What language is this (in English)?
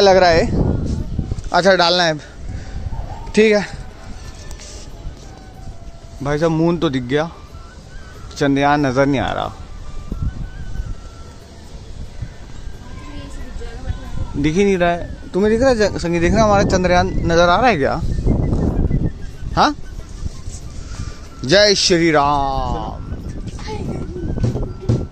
Hindi